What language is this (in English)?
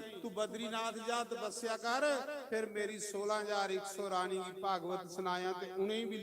Dogri